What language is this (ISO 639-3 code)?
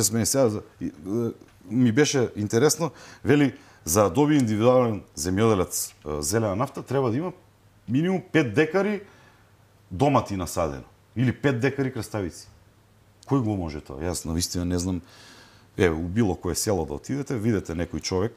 mkd